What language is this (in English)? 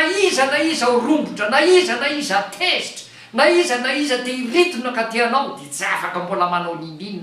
Malagasy